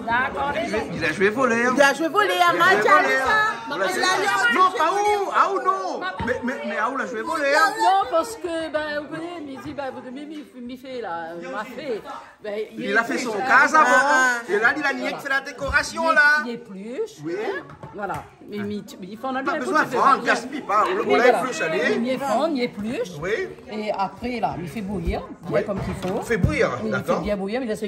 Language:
Réunion Creole French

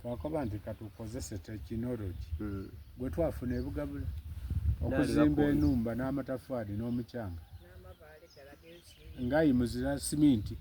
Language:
Soga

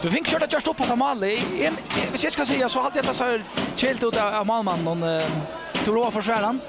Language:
Faroese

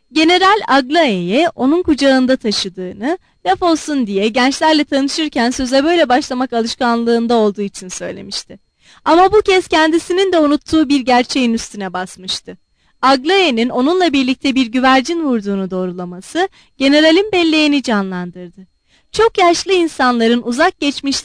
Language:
Turkish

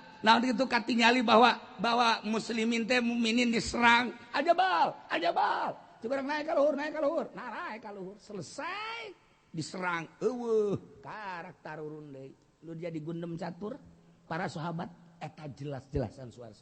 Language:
Sundanese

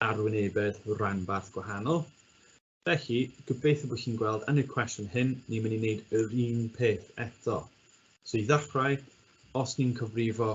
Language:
Welsh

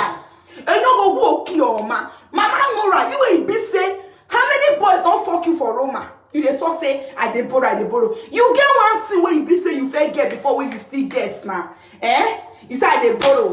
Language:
Nigerian Pidgin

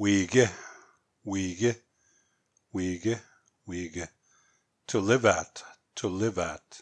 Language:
Plains Cree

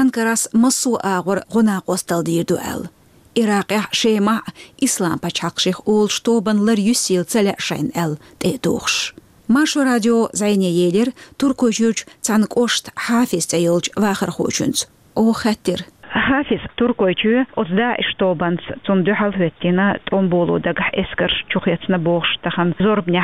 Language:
Chechen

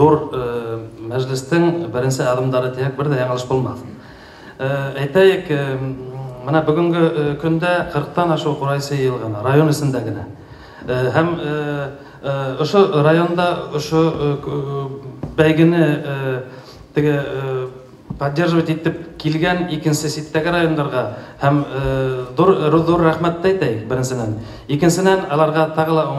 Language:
Bashkir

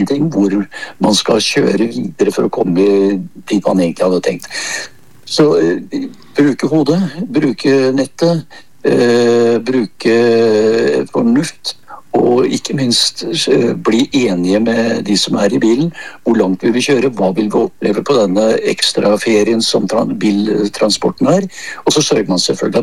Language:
Norwegian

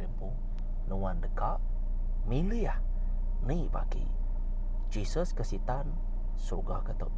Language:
Iban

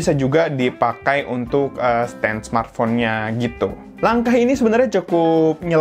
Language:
Indonesian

